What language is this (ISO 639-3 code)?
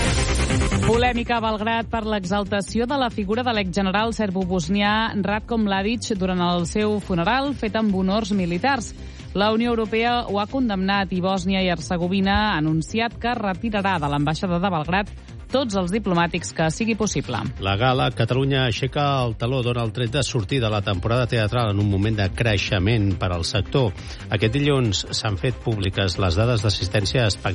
cat